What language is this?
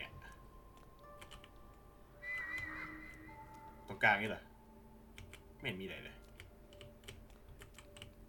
Thai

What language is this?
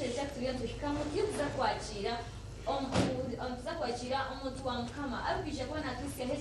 Nyankole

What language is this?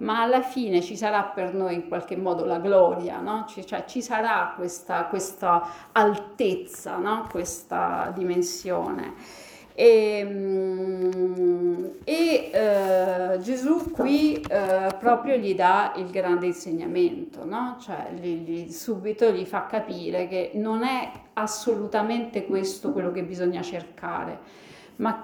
Italian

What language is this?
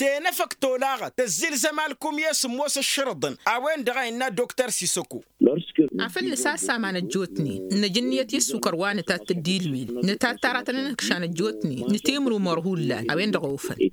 Tamasheq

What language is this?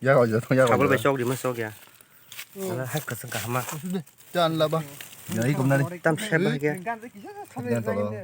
Kok Borok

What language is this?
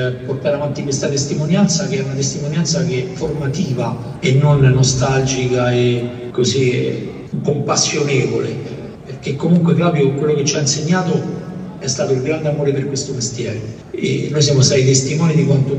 Italian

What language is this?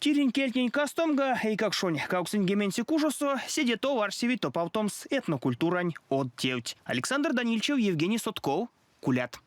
Erzya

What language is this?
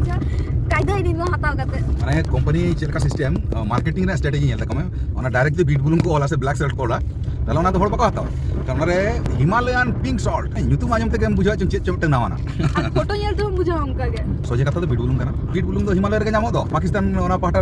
Santali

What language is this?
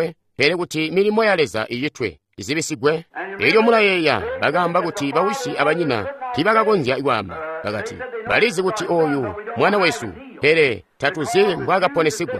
Tonga (Zambia)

